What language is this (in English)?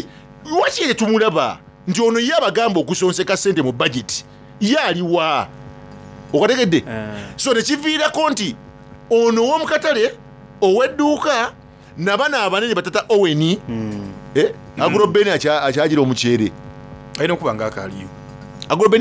Soga